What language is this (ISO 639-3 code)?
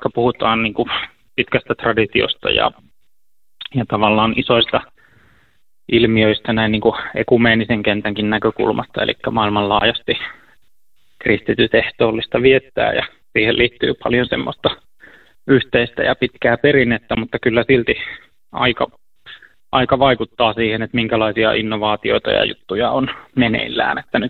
fin